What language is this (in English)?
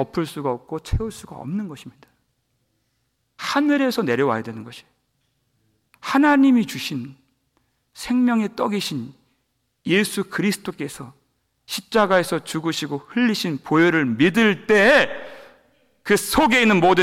Korean